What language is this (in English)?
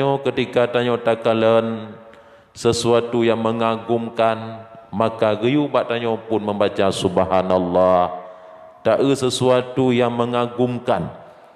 Achinese